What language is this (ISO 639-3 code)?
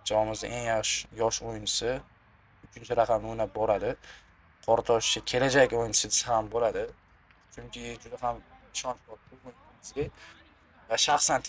uzb